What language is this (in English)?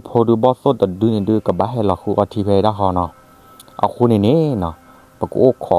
S'gaw Karen